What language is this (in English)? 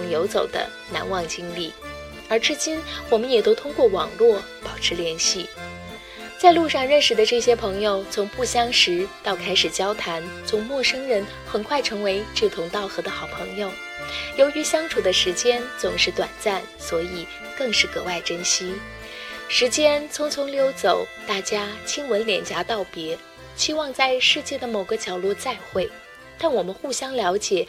Chinese